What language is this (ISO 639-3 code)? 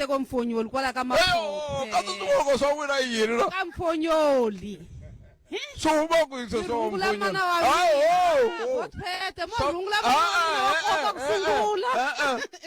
tso